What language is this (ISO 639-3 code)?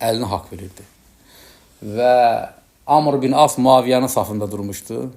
aze